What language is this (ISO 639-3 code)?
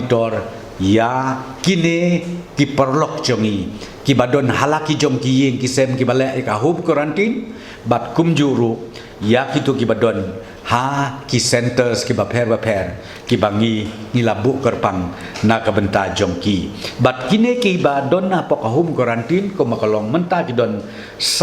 kha